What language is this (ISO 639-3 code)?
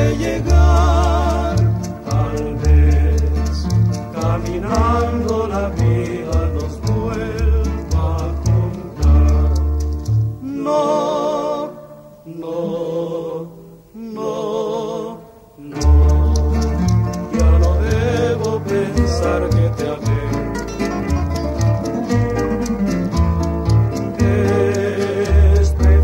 spa